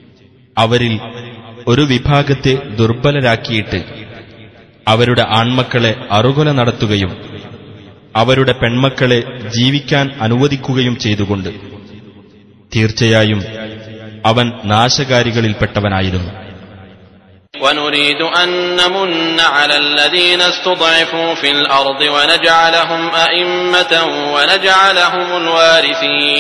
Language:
Malayalam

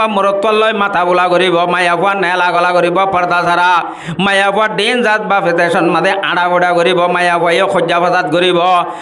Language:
Rohingya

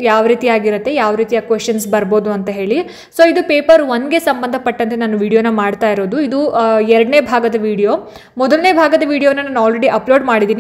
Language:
Kannada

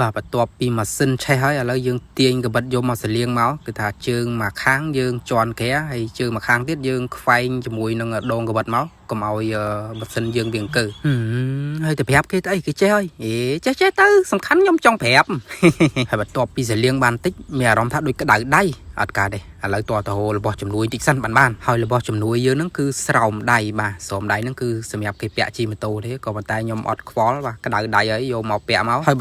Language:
Khmer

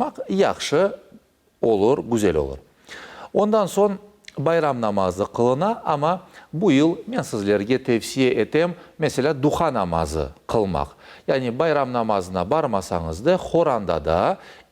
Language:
Crimean Tatar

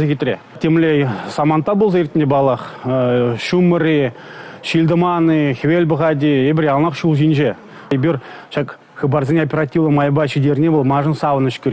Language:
Chuvash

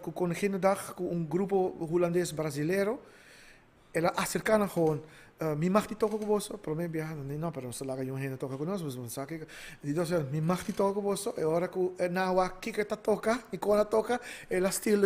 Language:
Papiamento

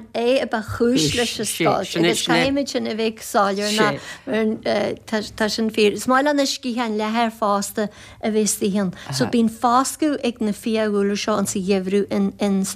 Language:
Irish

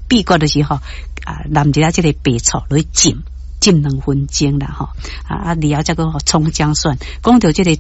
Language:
Min Nan Chinese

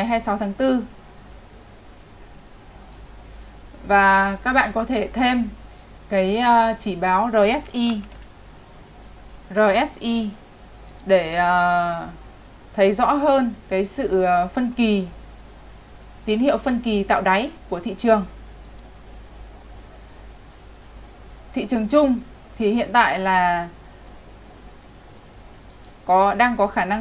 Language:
Vietnamese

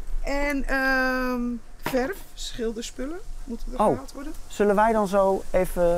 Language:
Dutch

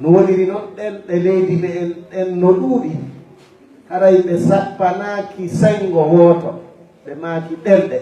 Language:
Fula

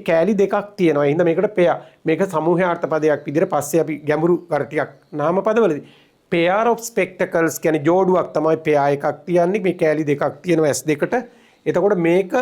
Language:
Sinhala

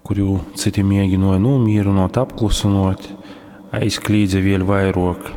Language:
Latgalian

